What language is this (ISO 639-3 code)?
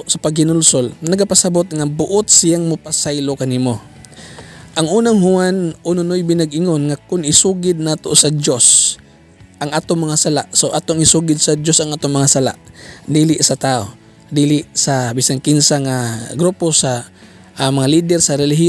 ceb